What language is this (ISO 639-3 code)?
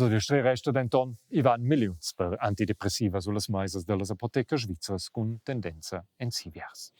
roh